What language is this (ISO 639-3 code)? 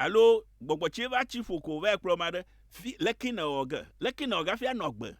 ewe